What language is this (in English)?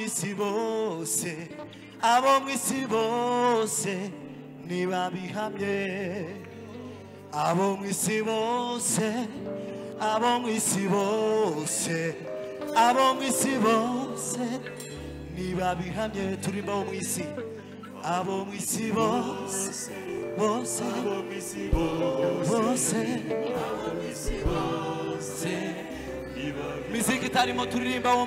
Kinyarwanda